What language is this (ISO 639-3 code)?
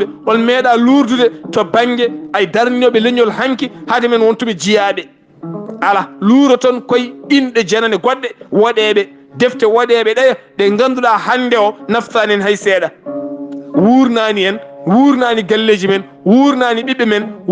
ful